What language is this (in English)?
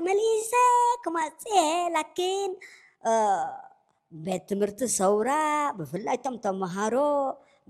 Tigrinya